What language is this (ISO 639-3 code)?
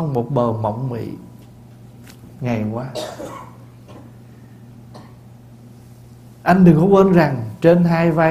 vie